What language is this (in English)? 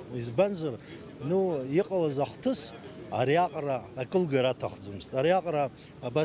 Abkhazian